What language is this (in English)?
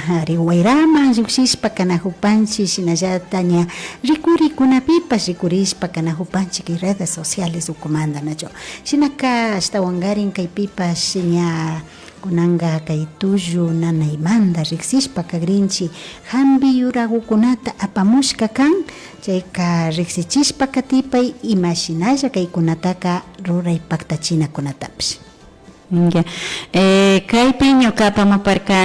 Imbabura Highland Quichua